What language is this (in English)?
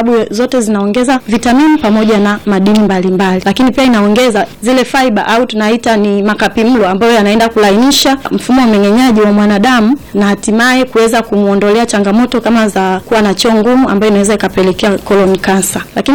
Swahili